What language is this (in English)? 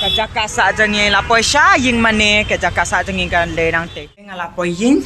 Khasi